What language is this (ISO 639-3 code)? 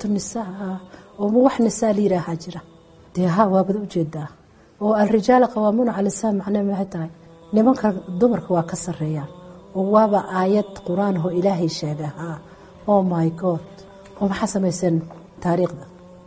som